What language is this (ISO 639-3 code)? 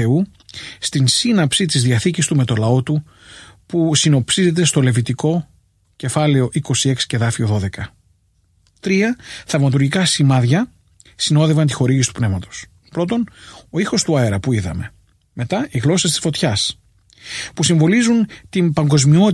ell